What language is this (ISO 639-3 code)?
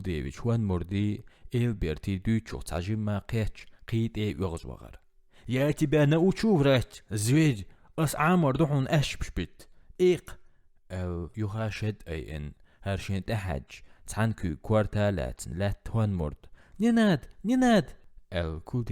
che